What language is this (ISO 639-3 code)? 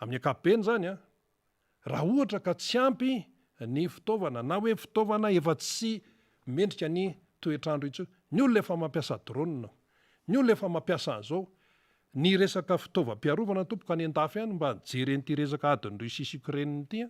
mlg